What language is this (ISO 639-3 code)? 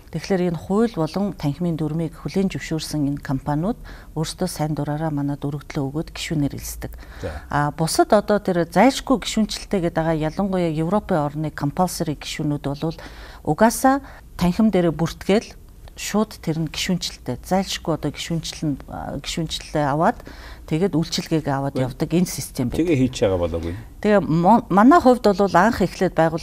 mon